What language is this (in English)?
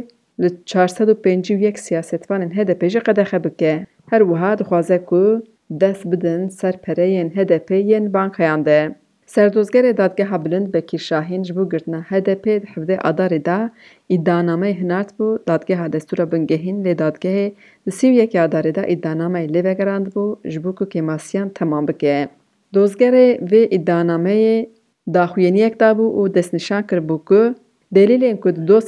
Kurdish